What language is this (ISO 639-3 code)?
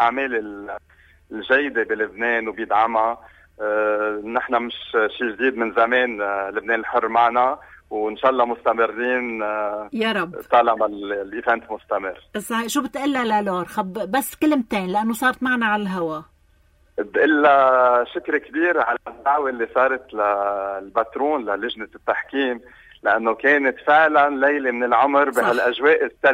apc